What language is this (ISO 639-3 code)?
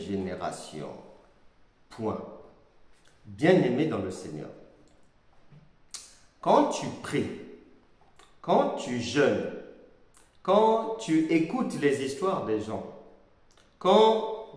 fra